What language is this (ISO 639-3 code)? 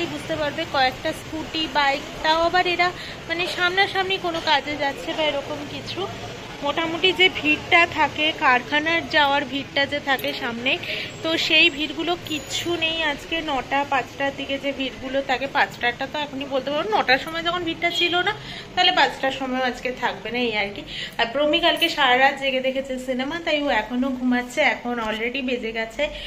ben